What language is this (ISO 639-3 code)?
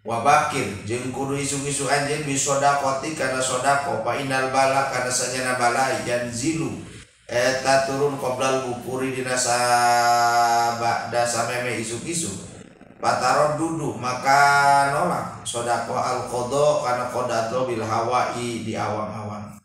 sun